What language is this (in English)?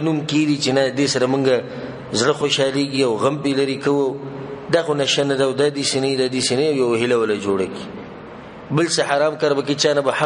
Pashto